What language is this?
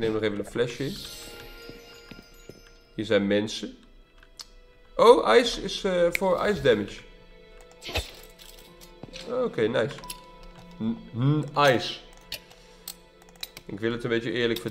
Dutch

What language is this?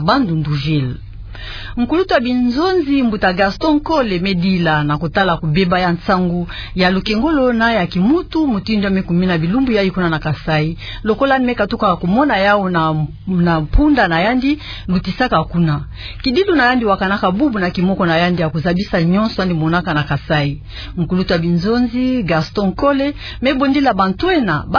Kituba (Democratic Republic of Congo)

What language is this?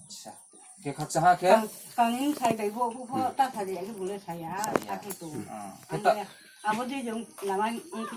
Riang (India)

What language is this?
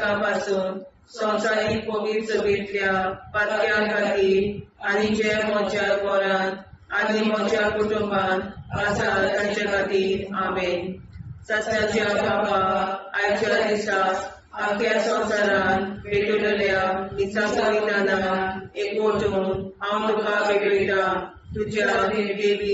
Konkani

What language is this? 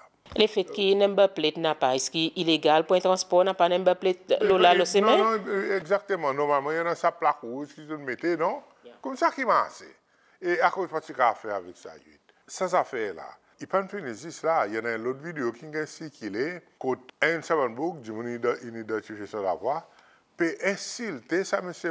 Seselwa Creole French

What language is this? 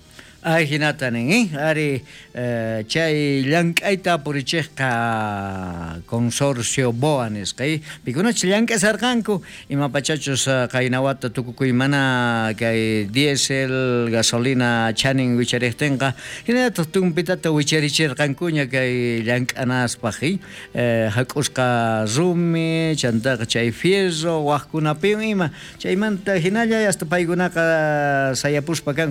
South Bolivian Quechua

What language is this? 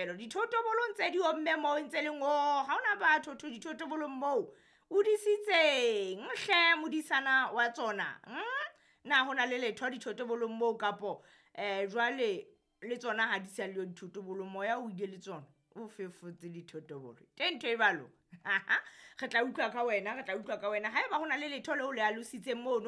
Southern Sotho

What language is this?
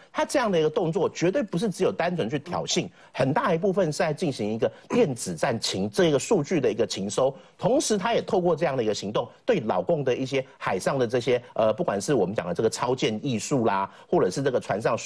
Chinese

